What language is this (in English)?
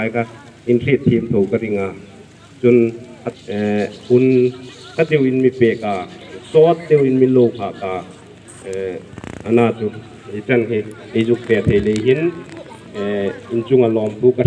Hmar